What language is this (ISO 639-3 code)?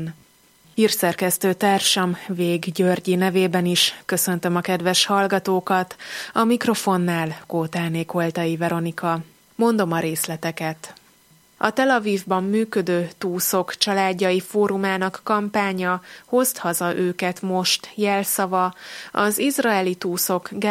hun